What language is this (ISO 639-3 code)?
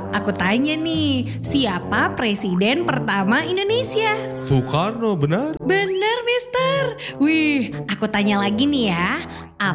ind